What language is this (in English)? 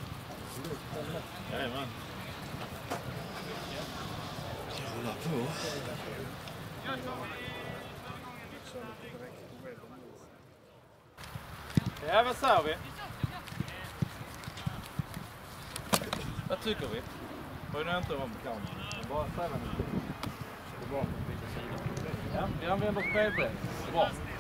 Swedish